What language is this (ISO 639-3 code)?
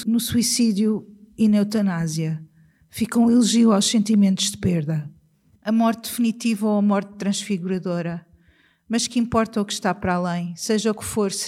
por